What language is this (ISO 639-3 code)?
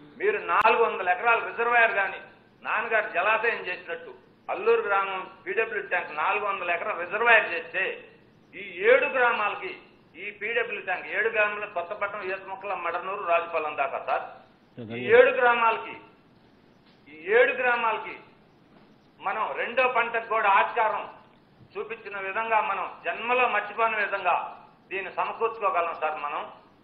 tel